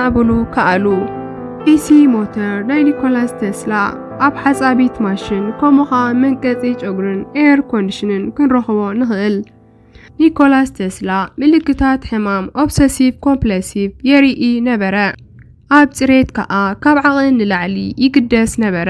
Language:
Tigrinya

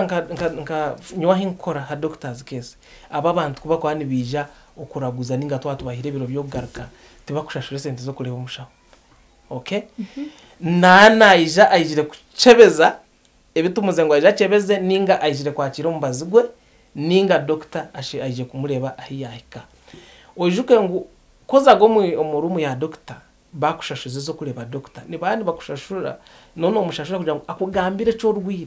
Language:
Nyankole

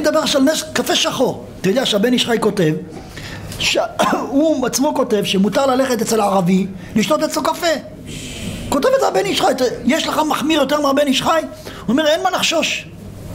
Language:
Hebrew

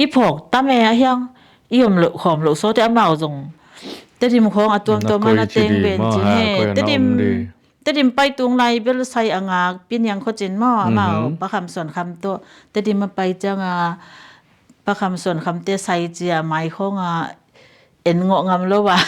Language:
Tedim Chin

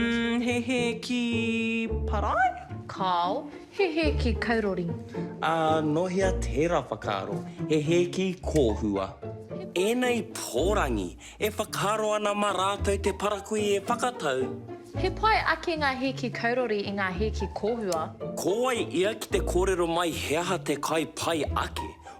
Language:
Māori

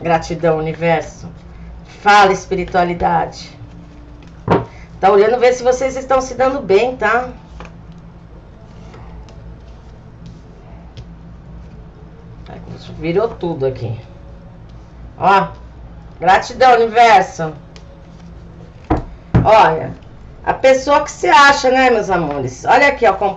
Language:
Portuguese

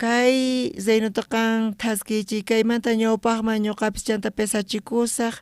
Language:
South Bolivian Quechua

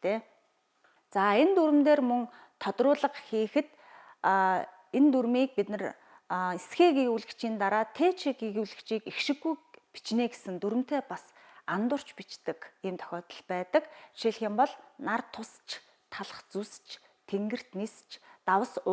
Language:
Mongolian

